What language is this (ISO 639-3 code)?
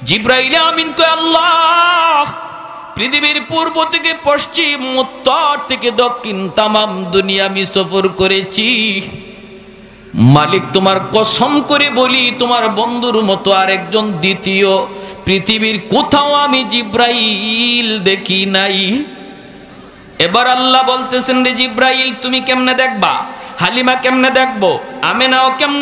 ben